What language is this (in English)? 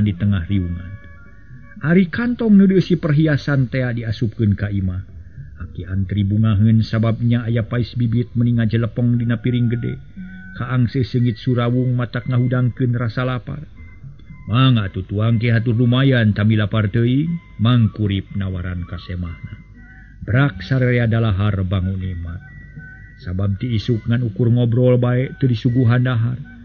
Sundanese